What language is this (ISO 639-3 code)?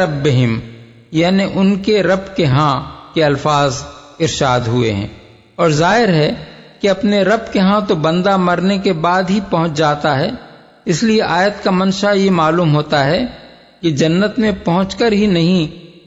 urd